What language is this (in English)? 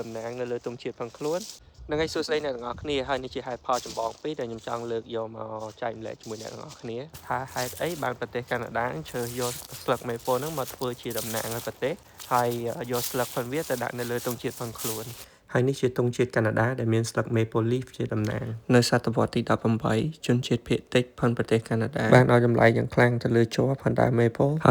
Khmer